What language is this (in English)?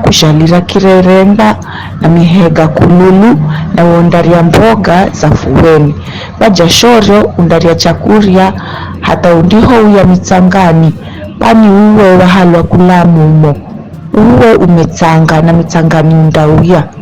Giryama